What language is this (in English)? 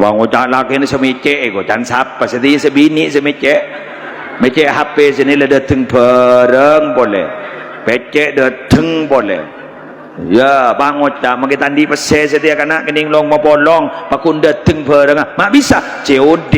Madurese